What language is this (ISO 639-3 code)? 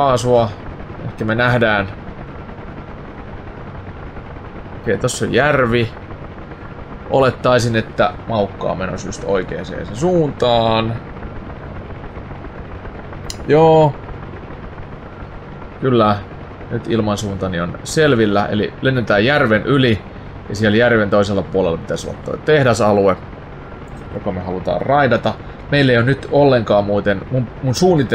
fin